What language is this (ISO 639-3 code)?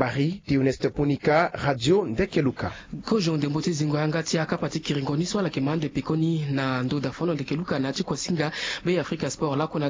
sag